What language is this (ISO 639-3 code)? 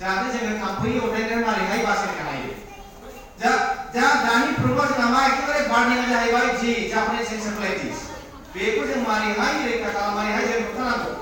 brx